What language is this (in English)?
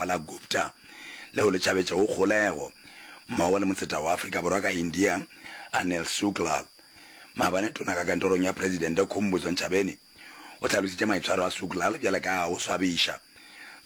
Northern Sotho